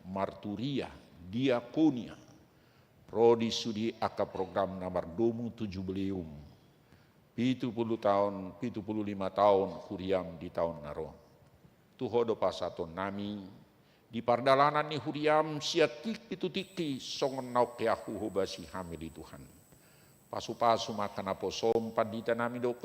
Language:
Batak Toba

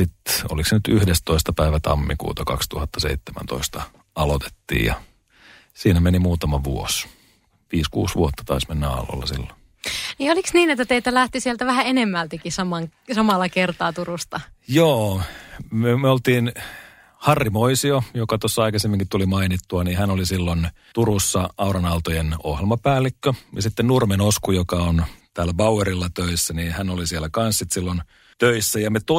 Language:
Finnish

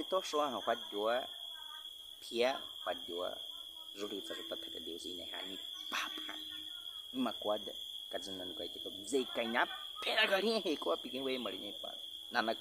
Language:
Baniwa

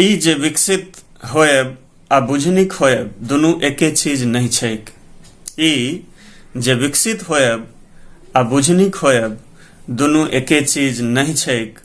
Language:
Maithili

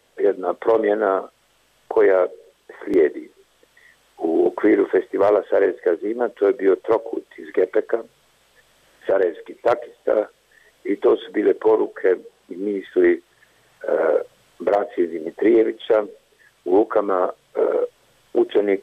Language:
Bosnian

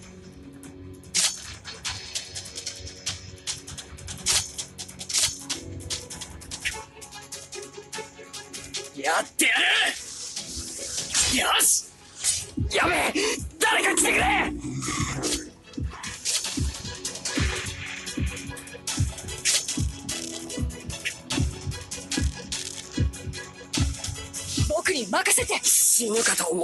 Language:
Japanese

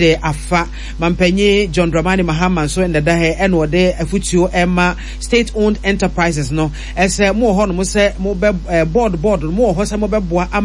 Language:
Akan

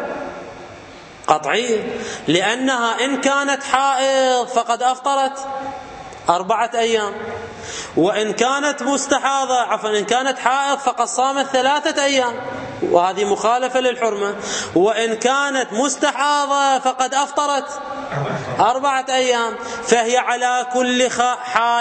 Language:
Arabic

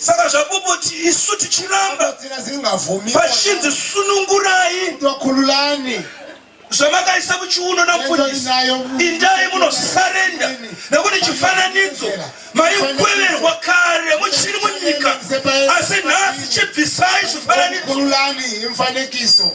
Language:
Shona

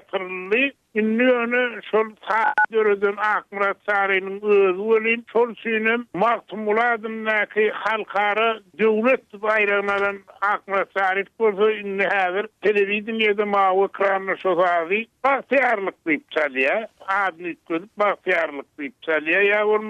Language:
Turkmen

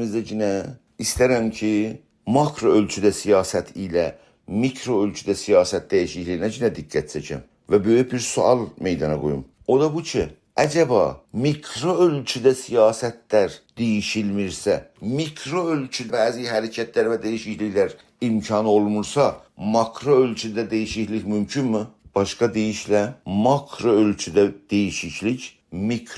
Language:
South Azerbaijani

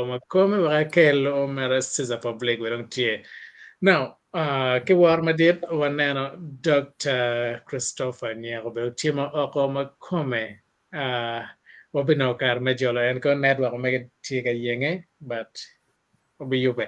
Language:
Acoli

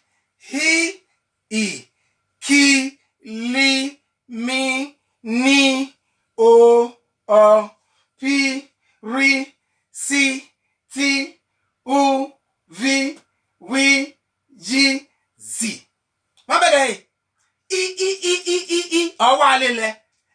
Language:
Bini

